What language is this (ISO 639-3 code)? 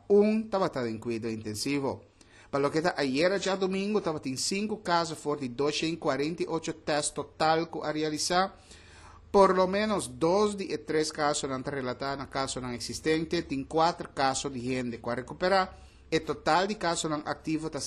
pap